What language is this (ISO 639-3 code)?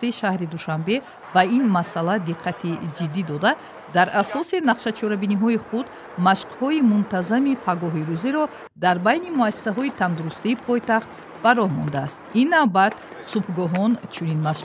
tgk